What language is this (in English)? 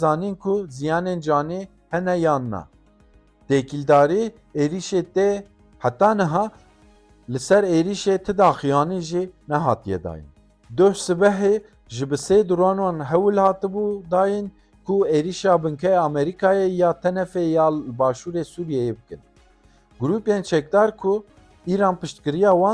Kurdish